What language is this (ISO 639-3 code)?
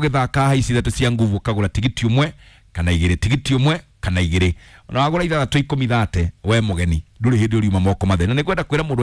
kik